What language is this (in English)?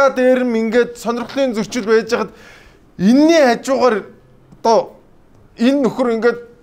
Mongolian